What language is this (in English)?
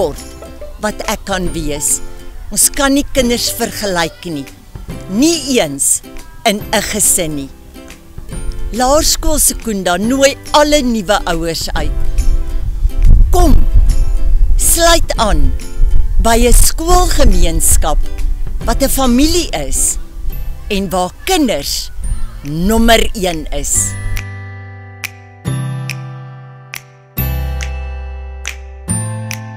Afrikaans